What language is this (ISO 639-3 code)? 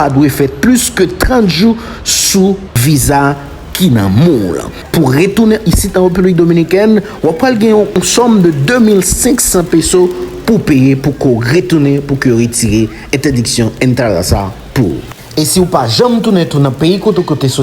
hat